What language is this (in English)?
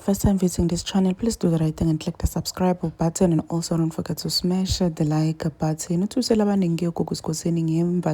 Zulu